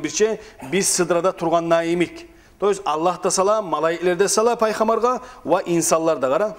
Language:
Kumyk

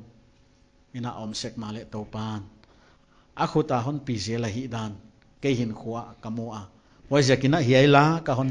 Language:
Paite Chin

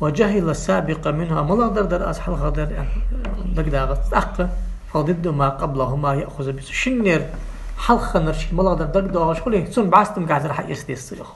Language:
Ingush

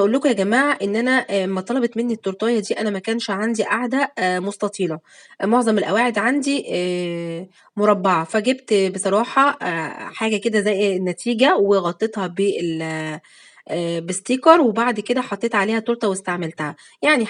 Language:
Egyptian Arabic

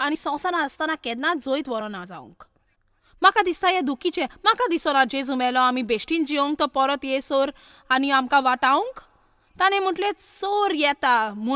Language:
Konkani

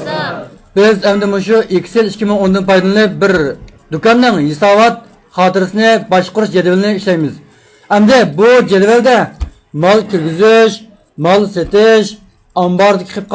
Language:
Uyghur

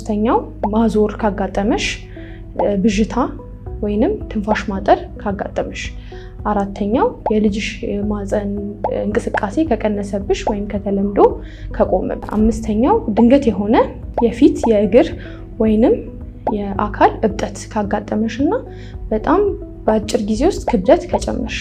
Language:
Amharic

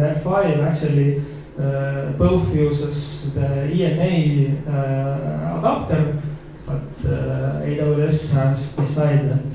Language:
English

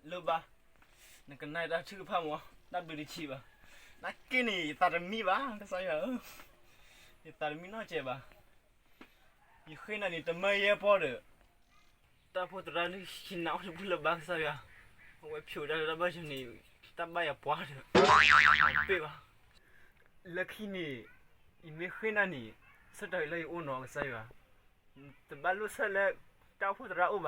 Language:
S'gaw Karen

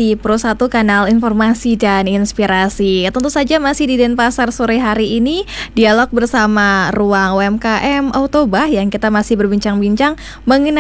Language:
Indonesian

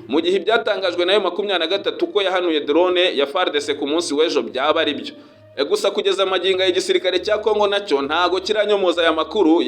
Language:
Kinyarwanda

